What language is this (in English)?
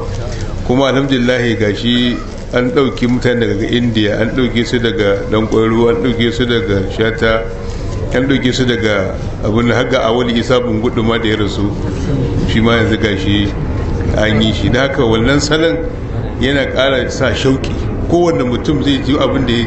Hausa